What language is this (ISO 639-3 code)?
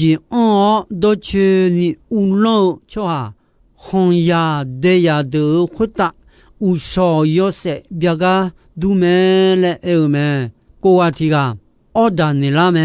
ahk